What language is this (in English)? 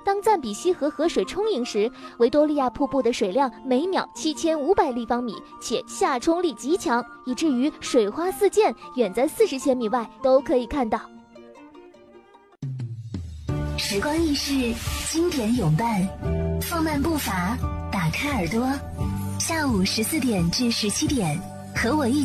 Chinese